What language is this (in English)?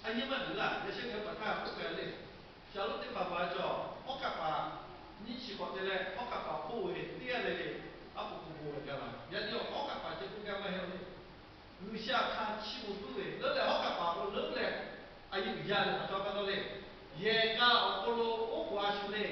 Lahu